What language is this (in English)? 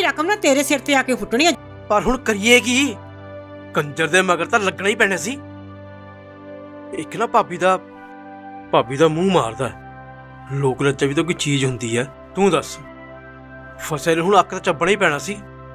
Punjabi